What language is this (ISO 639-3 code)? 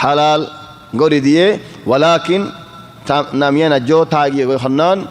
rhg